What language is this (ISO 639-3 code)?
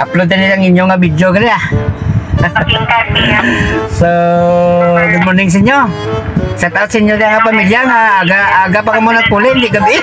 hil